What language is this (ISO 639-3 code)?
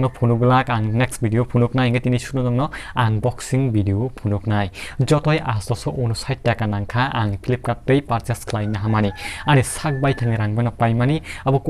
trp